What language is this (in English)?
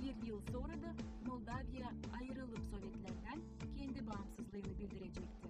Gagauz